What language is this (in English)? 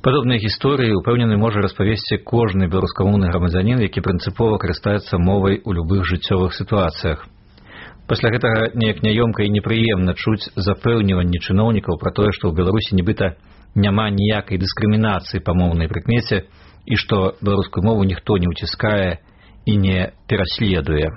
Belarusian